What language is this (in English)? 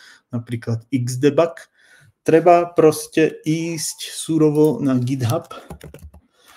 Slovak